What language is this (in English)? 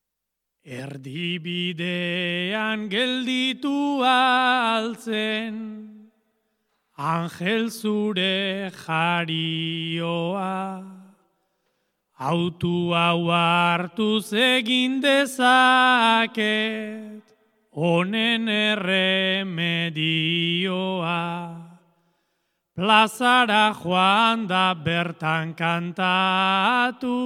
Basque